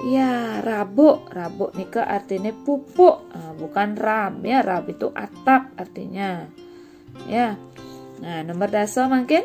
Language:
Balinese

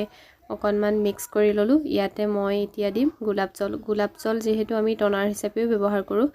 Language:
Assamese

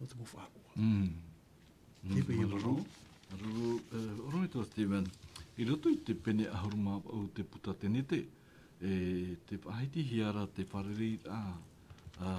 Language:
Tahitian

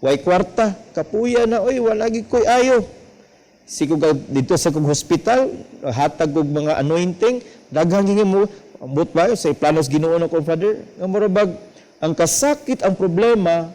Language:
Cebuano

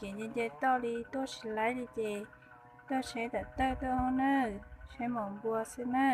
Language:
Hmong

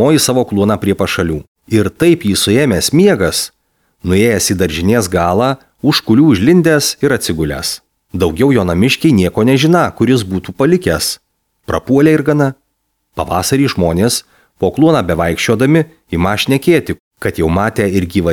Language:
Lithuanian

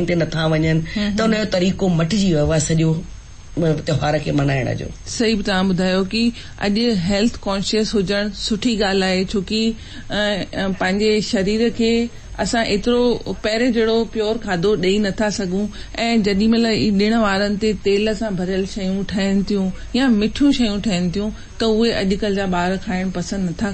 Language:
Sindhi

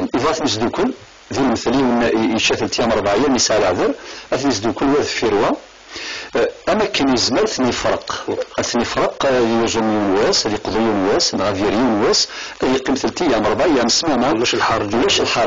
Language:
Kabyle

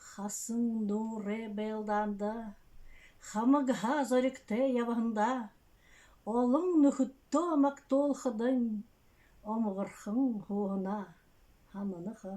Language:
Buriat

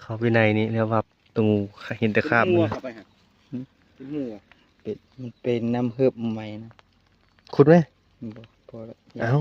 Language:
Northeastern Thai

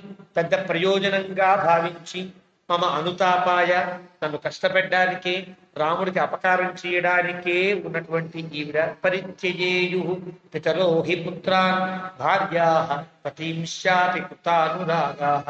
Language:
Telugu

